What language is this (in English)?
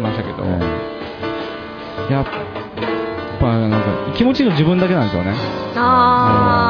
Japanese